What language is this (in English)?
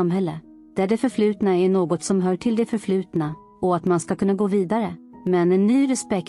Swedish